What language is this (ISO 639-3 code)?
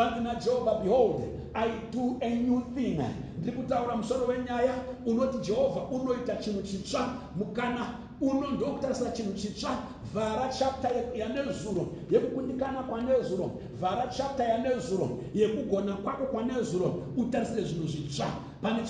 sna